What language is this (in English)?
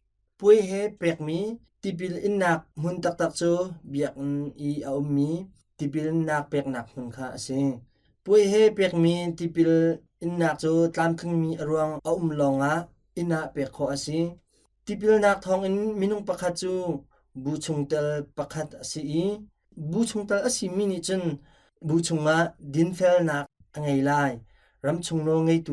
Hakha Chin